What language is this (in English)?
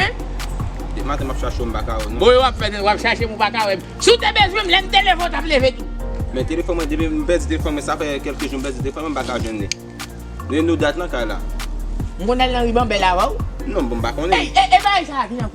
Haitian Creole